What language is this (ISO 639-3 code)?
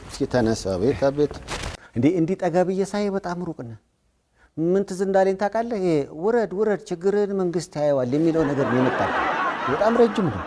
amh